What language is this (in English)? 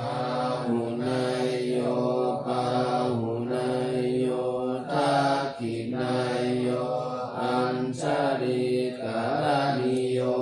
Pali